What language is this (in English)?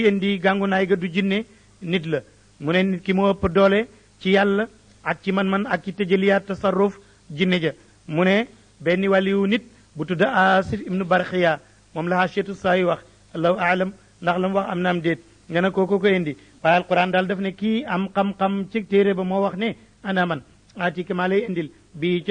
Wolof